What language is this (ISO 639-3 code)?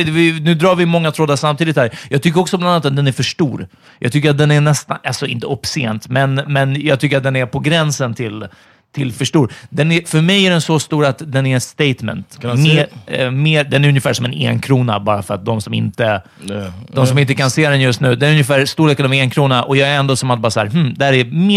swe